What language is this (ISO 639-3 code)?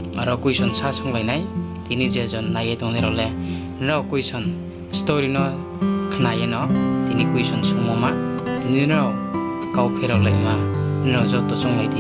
ria